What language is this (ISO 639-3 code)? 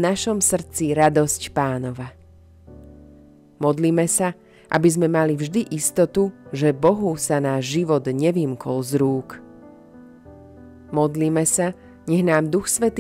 slk